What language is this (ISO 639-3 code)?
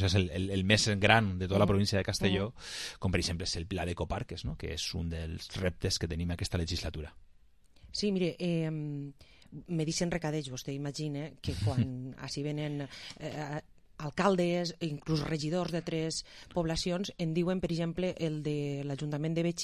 cat